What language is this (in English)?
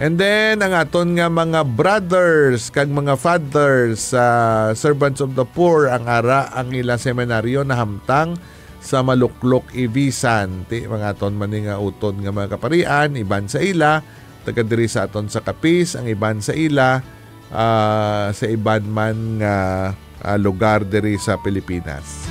Hiligaynon